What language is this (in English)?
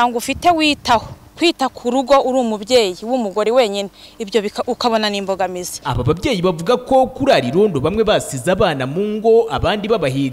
Kinyarwanda